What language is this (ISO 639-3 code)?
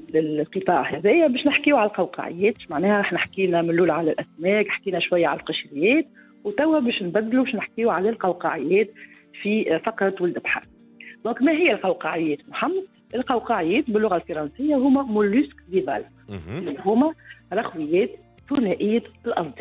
aeb